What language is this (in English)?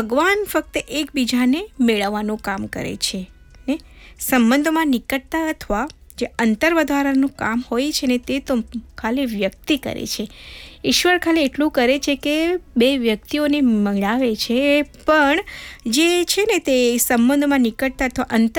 Gujarati